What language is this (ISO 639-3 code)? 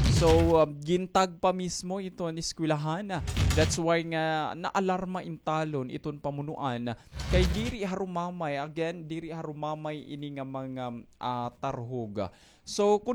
war